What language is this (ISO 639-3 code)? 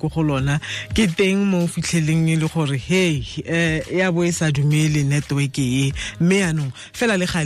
tsn